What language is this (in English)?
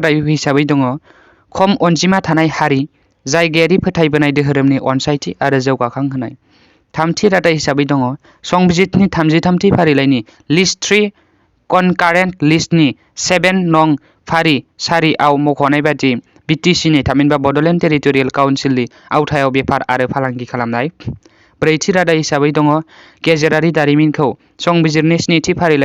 Bodo